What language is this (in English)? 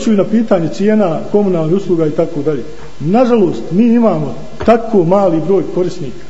Bosnian